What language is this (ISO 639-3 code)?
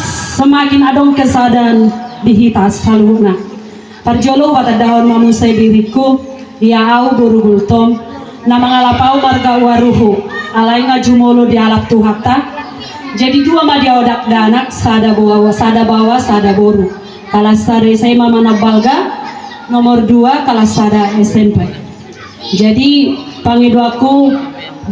bbc